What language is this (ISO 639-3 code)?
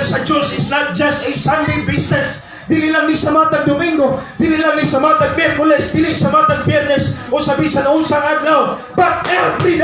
ceb